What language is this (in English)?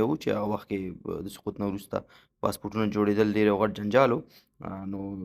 Pashto